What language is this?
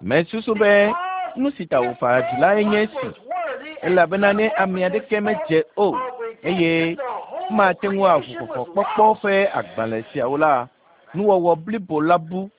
Ewe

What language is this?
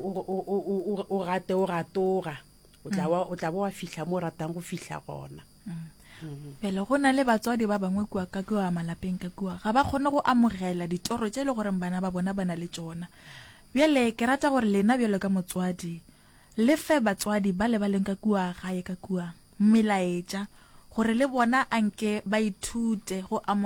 Northern Sotho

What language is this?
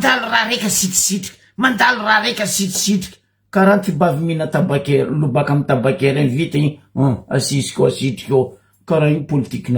Malagasy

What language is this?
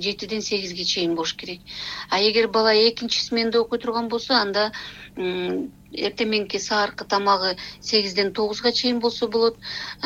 Kyrgyz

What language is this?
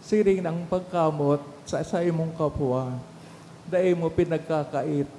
Bikol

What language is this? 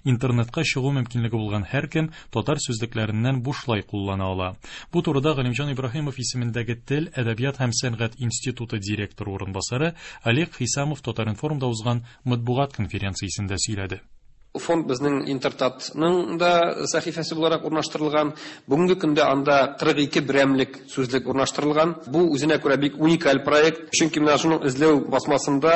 Tatar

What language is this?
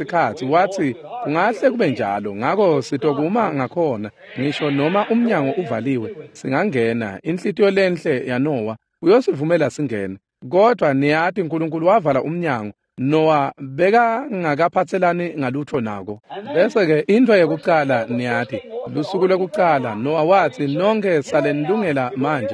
Swati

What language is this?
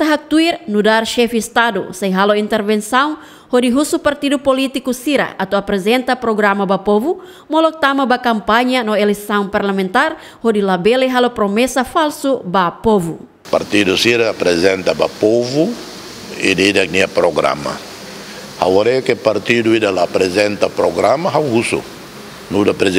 Tetum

